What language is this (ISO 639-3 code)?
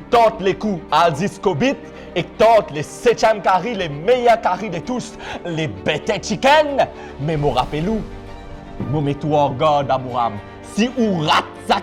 mfe